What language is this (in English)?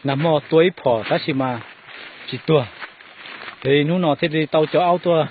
Hmong